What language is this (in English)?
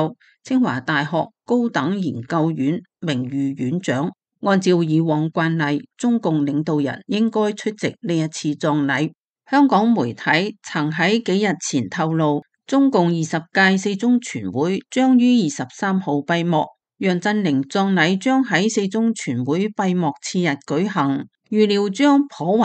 Cantonese